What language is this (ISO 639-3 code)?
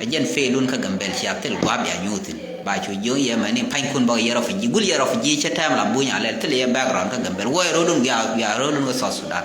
nus